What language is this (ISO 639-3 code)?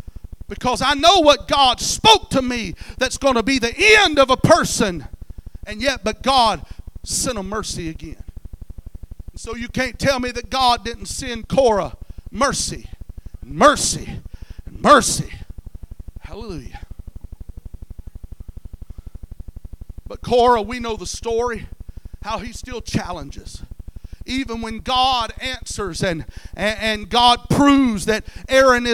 eng